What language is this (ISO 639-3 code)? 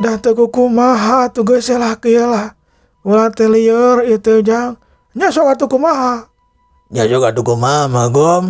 sun